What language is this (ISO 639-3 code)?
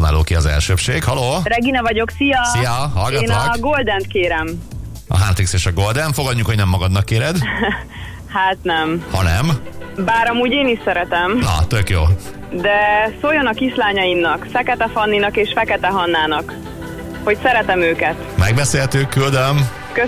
hun